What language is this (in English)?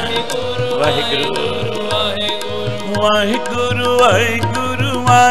Punjabi